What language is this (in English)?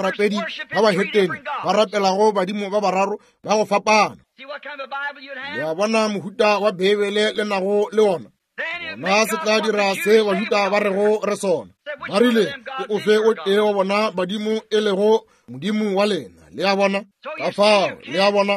Northern Sotho